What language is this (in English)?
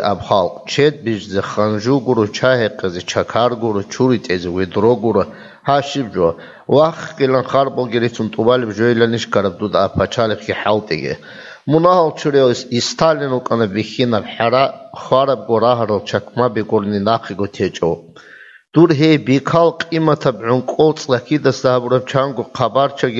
Avaric